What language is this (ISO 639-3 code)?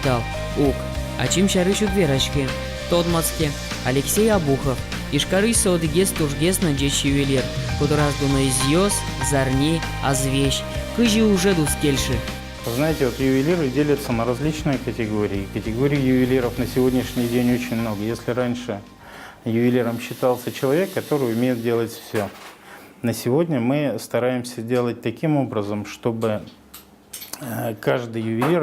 udm